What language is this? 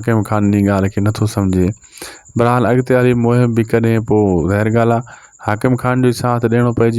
Sindhi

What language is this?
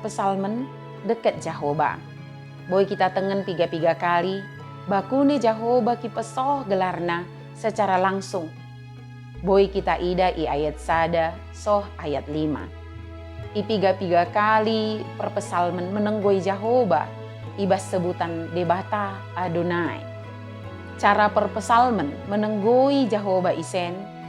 Batak Dairi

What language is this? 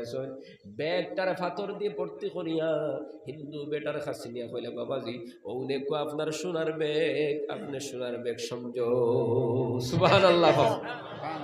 Sylheti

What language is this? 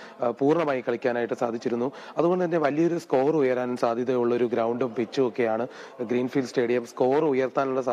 Malayalam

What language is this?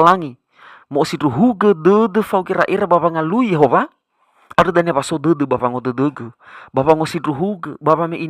Nias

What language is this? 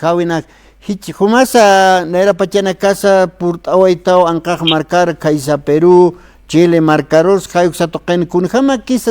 Aymara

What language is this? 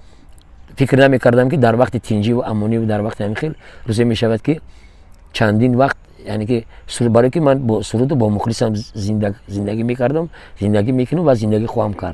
Tajik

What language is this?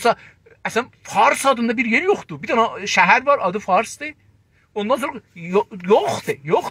South Azerbaijani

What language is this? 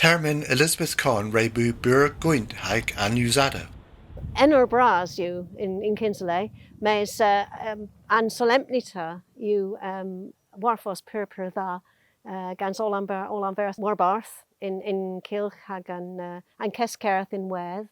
Cornish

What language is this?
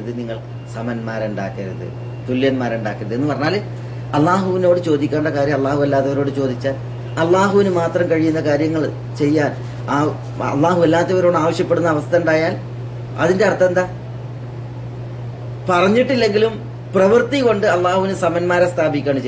Malayalam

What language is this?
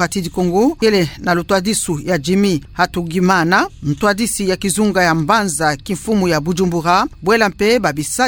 Kituba (Democratic Republic of Congo)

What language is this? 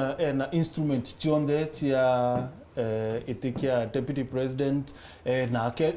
Meru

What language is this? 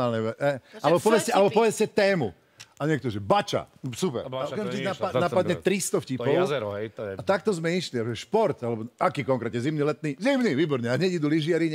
Slovak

